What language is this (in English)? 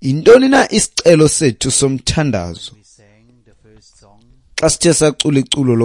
Xhosa